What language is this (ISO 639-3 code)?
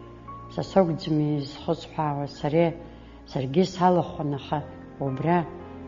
abk